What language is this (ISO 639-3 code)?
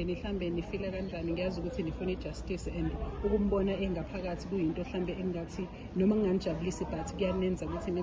zul